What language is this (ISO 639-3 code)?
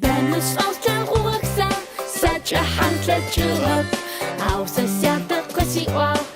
ady